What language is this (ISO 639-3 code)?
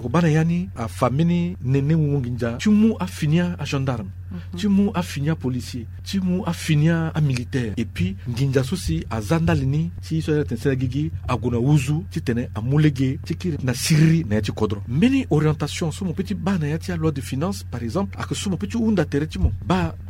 sag